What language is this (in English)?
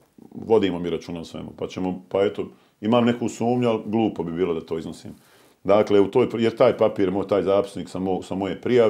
Bosnian